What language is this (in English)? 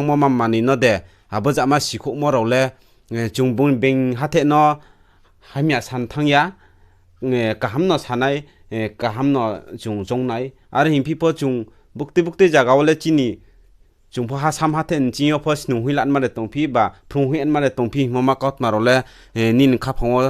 Riang (India)